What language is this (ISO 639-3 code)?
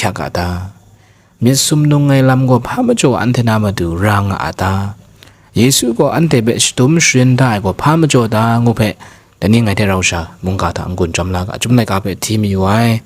kac